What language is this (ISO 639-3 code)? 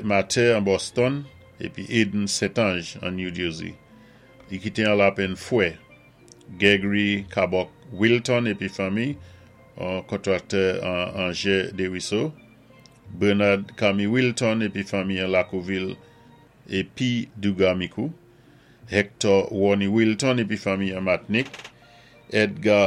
acf